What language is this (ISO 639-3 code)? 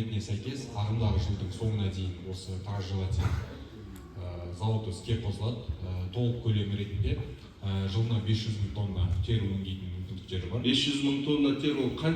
kaz